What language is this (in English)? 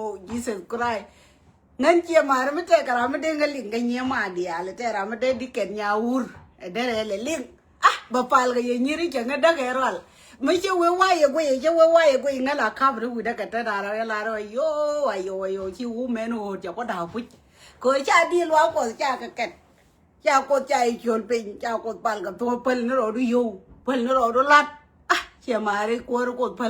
Nuer